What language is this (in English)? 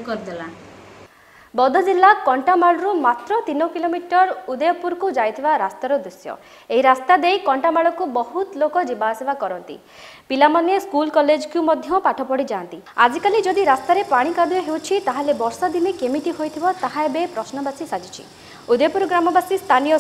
Odia